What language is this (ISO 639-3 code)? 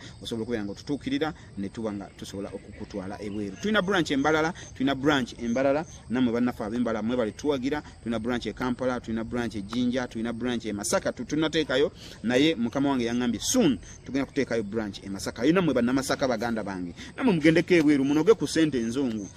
lug